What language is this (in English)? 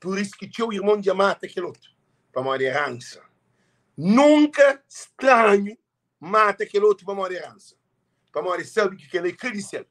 Kabuverdianu